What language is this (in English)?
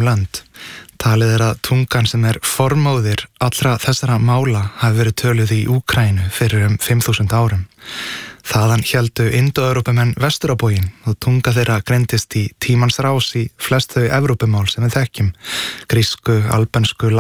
Icelandic